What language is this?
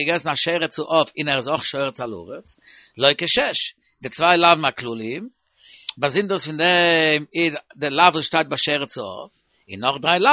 Yiddish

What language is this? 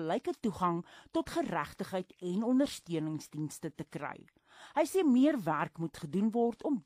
Afrikaans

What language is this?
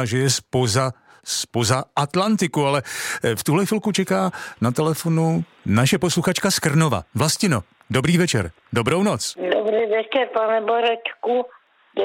Czech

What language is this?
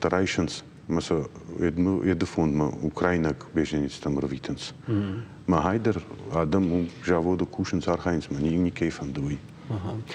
Ossetic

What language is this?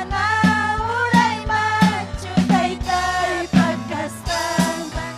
Ayacucho Quechua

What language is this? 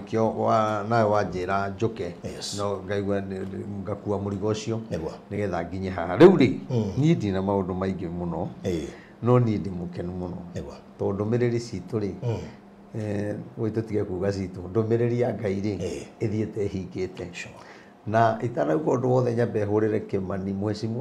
Kikuyu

